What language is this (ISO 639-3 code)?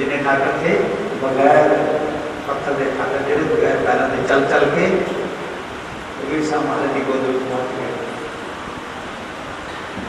hin